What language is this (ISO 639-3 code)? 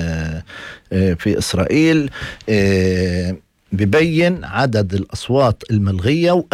apc